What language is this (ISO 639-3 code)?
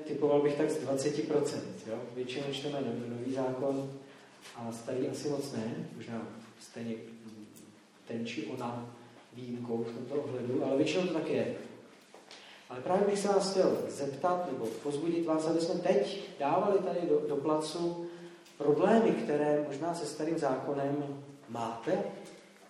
ces